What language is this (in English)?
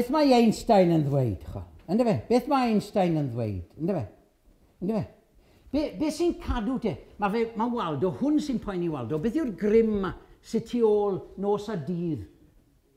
Welsh